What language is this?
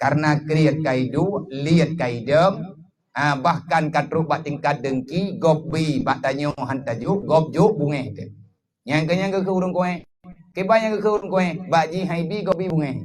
Achinese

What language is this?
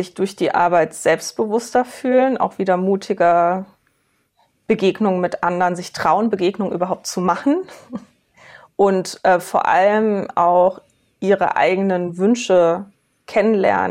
German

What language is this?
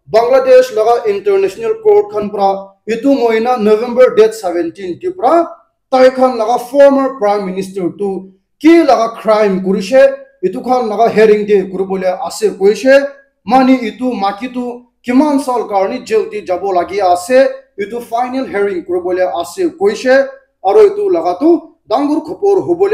Naga Pidgin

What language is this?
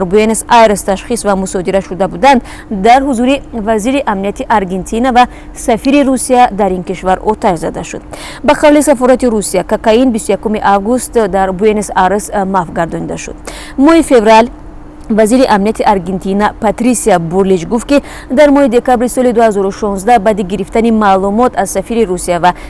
Tajik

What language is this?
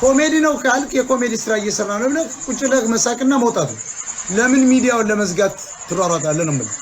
Amharic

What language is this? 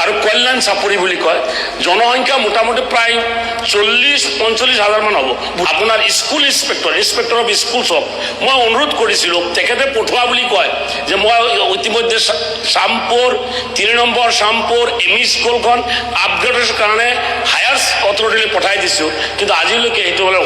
Assamese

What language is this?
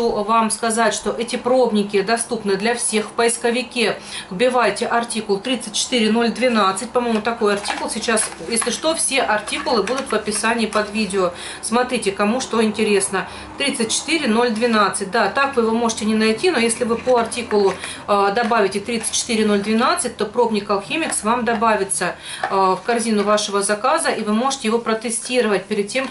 Russian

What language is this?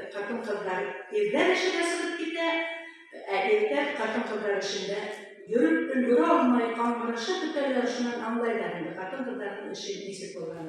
Bashkir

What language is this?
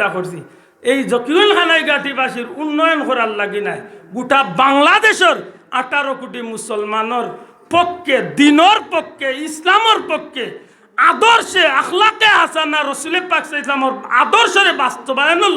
Sylheti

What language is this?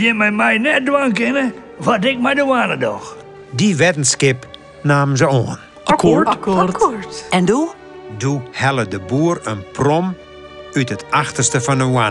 Western Frisian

